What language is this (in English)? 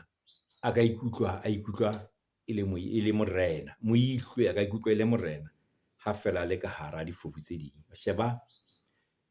Southern Sotho